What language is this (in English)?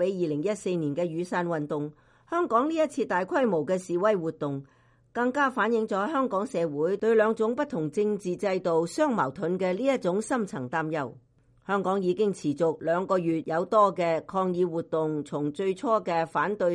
Cantonese